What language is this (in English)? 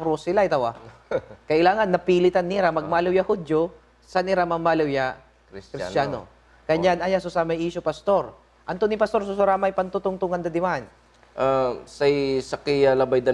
Pangasinan